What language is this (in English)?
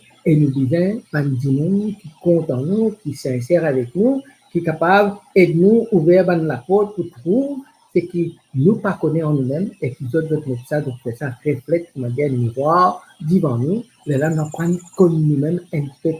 Morisyen